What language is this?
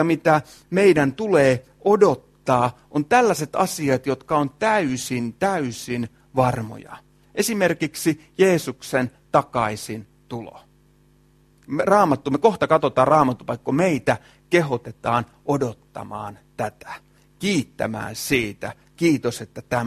Finnish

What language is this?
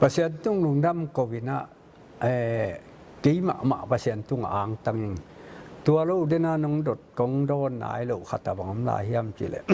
Tedim Chin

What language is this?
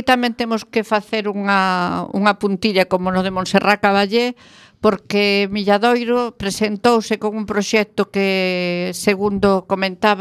Galician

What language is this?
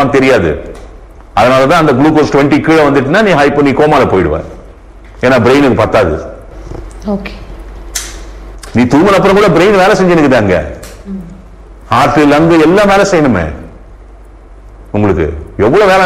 Tamil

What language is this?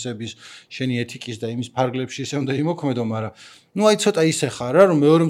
Georgian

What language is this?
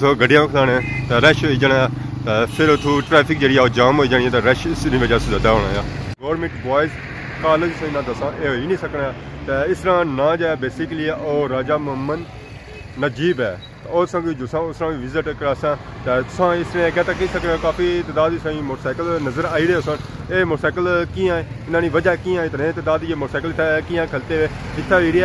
Pahari-Potwari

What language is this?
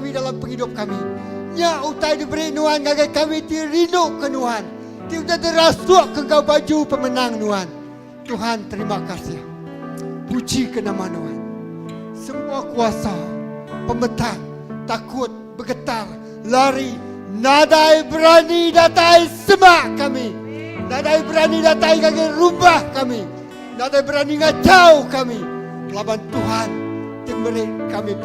Iban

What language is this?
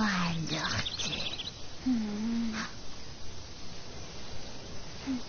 Persian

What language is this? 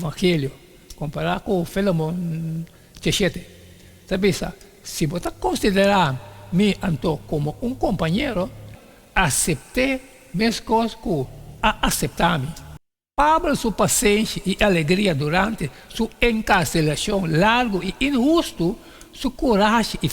Papiamento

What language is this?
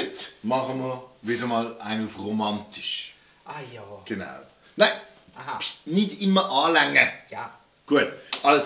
Swiss German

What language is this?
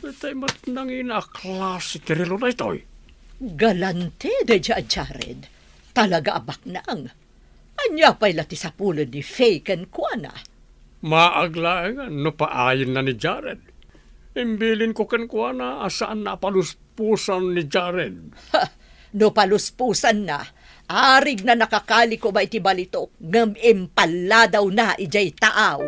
Iloko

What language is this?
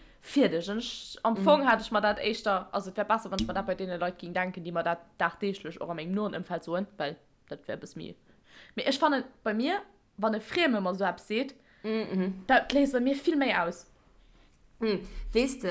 Luxembourgish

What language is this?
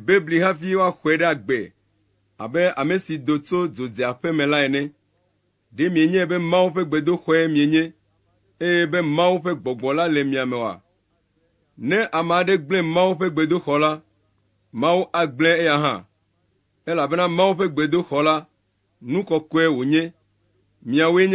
Ewe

